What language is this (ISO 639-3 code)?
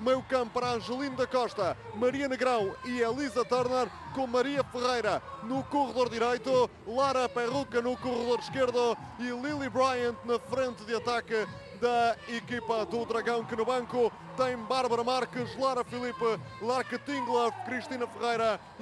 por